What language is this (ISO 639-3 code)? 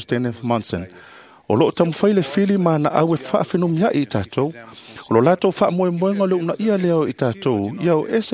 smo